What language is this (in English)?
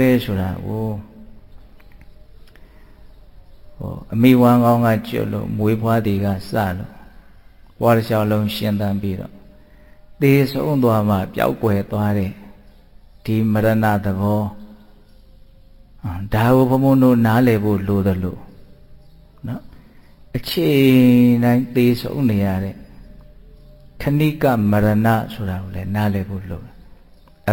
Burmese